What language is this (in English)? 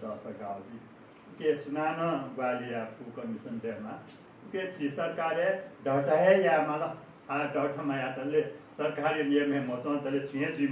Newari